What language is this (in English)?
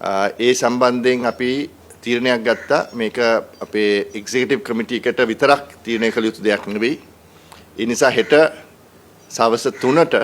Sinhala